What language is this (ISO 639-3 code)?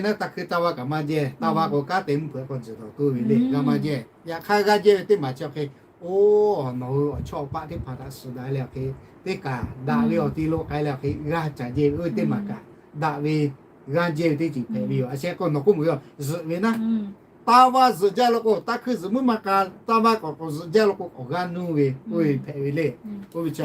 lhu